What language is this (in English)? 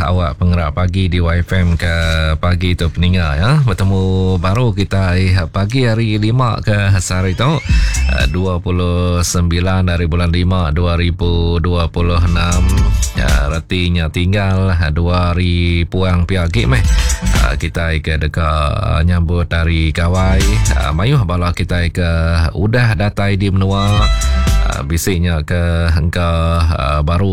Iban